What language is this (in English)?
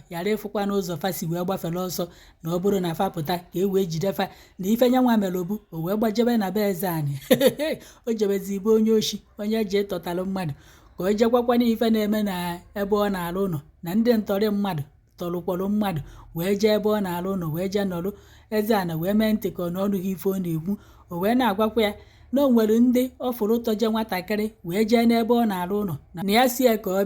Igbo